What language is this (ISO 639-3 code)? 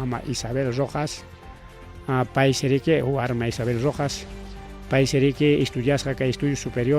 quy